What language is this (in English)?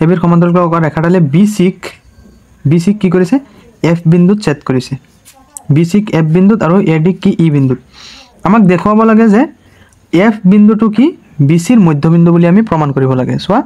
Assamese